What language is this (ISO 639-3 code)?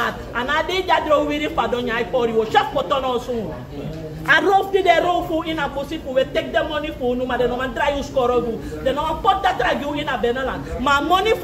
srn